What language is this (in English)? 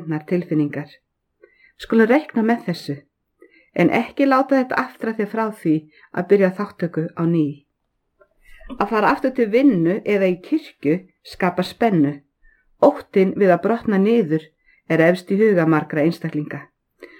Icelandic